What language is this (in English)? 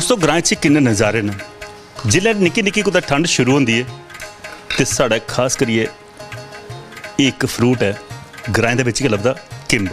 Dogri